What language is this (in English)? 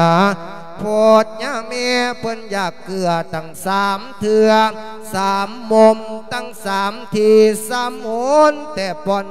Lao